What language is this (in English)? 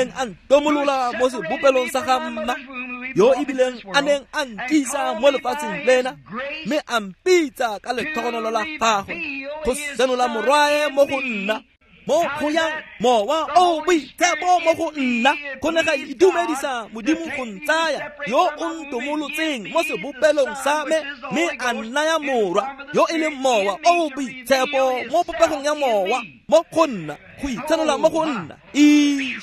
Tswana